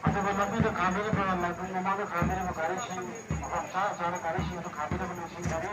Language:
Manipuri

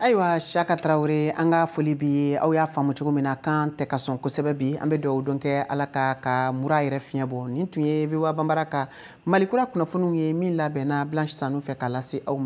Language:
Bambara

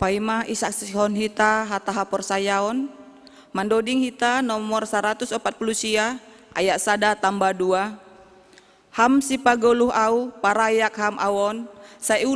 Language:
Batak Simalungun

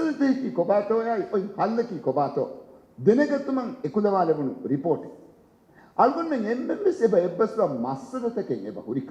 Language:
Divehi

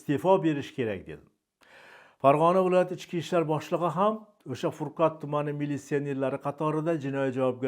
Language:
Uzbek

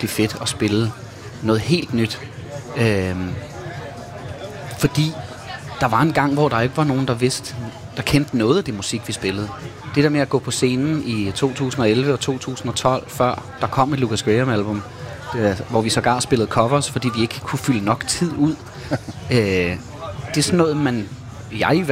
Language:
Danish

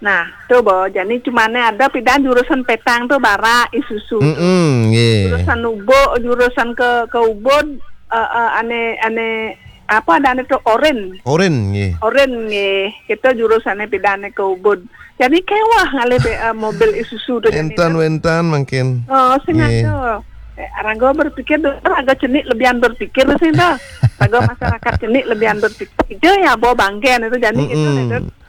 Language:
Balinese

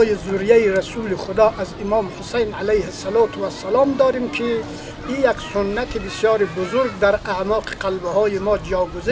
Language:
Persian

